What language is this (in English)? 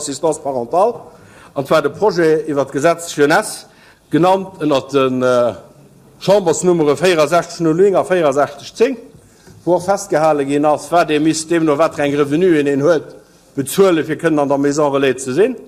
Luxembourgish